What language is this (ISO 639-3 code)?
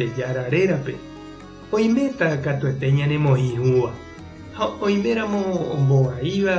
grn